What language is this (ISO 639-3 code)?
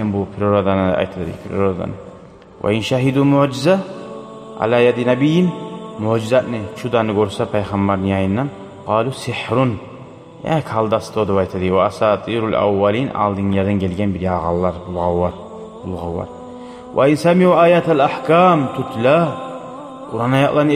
kum